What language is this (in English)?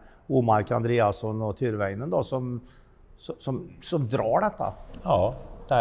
Swedish